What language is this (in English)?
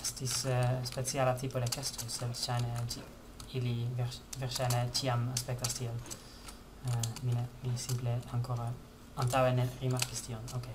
Esperanto